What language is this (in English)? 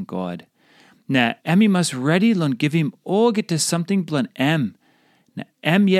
Tok Pisin